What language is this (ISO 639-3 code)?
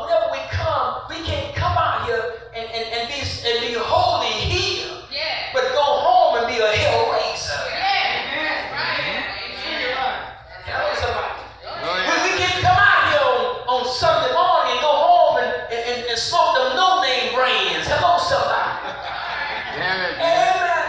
eng